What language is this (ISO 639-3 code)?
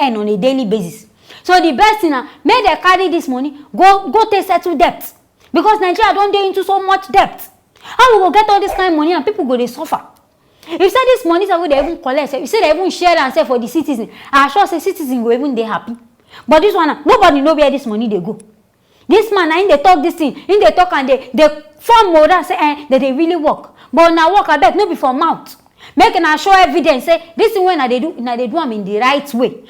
pcm